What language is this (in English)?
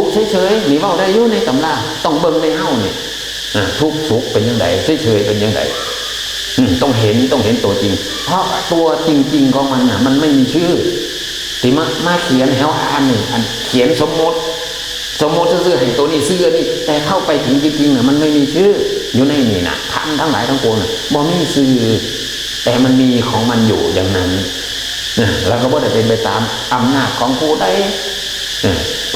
Northeastern Thai